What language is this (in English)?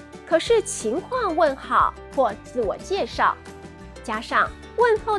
Hakka Chinese